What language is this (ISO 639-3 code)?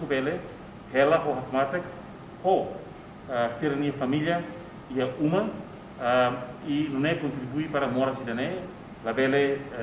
tet